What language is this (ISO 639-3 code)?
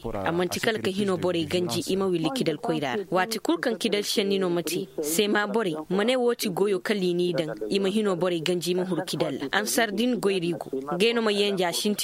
ses